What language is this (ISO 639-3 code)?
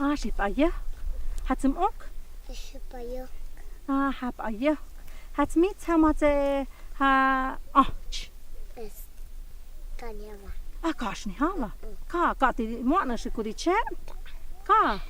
mto